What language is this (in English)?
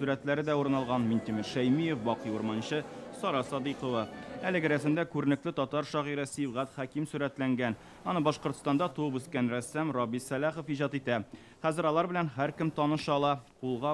Tatar